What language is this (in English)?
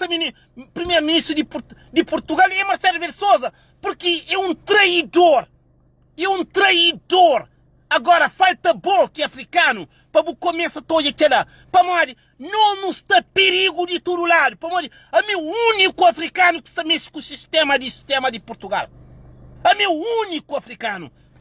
Kabuverdianu